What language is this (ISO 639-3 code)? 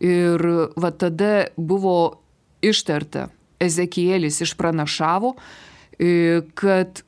lit